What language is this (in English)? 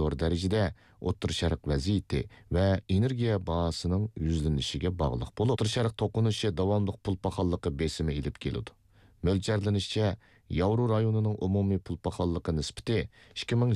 Uyghur